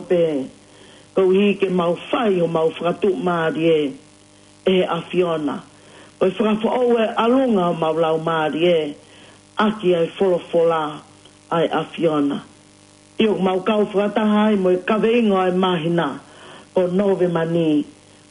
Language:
Tongan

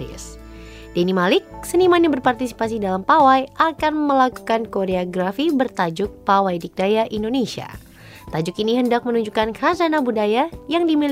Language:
Indonesian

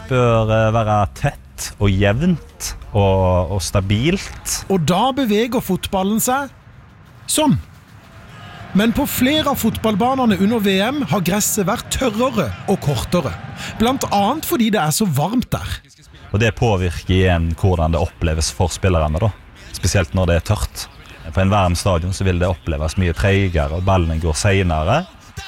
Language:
Norwegian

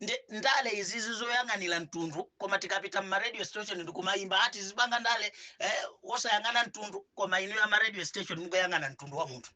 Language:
Nyanja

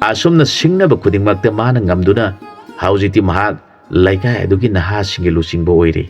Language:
Manipuri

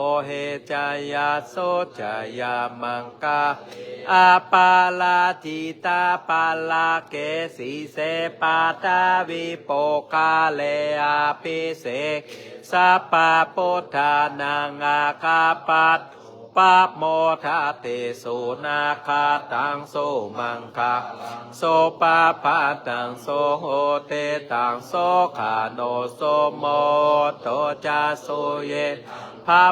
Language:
Pali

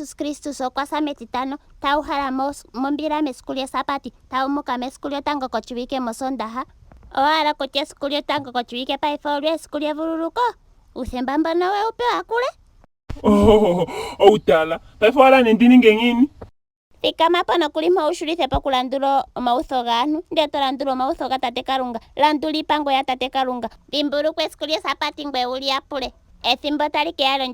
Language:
Ndonga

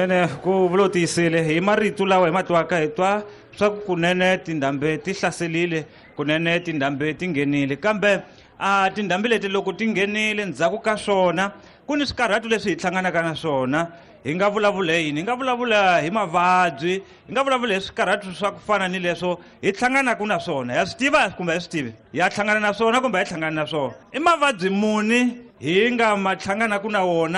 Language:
Tsonga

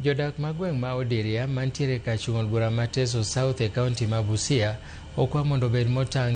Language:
Luo (Kenya and Tanzania)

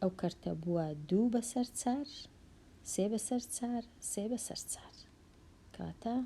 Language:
Central Kurdish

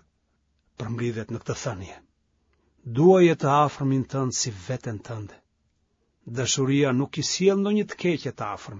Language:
Albanian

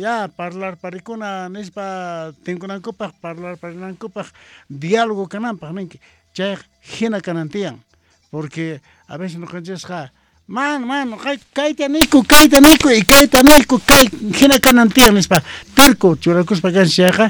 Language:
Quechua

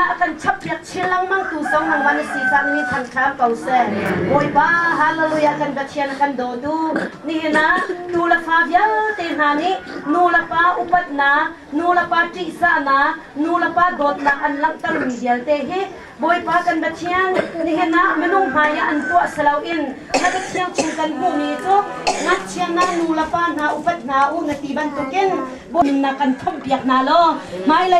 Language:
Hakha Chin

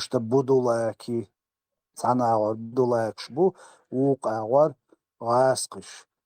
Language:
Chechen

